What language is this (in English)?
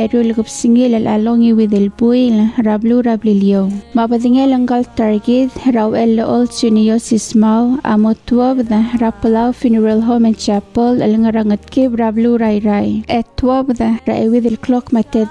Palauan